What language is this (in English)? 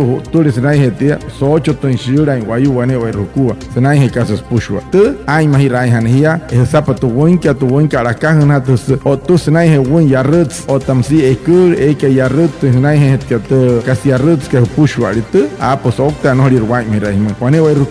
Wayuu